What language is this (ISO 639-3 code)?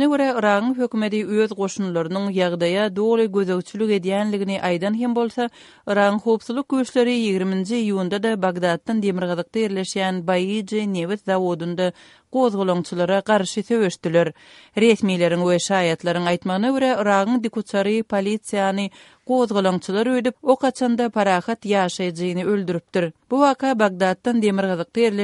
tuk